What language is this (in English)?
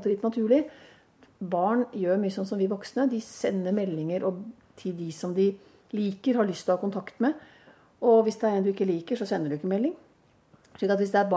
Norwegian